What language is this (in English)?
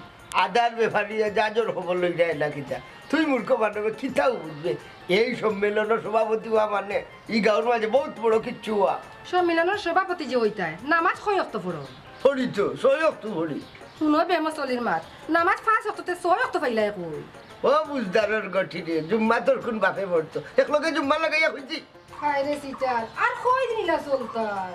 Sylheti